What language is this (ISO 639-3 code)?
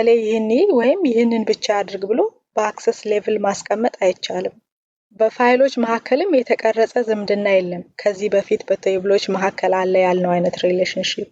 amh